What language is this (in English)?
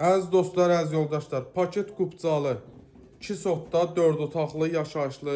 Azerbaijani